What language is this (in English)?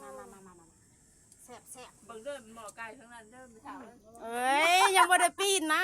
Lao